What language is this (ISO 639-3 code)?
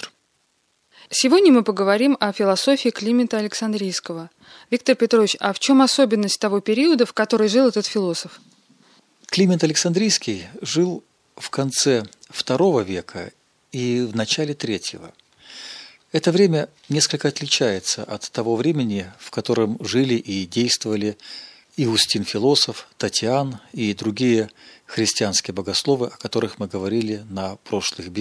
rus